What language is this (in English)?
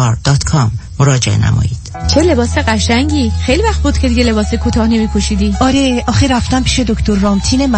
Persian